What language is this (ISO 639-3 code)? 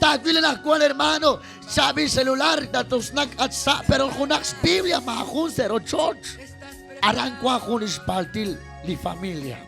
kek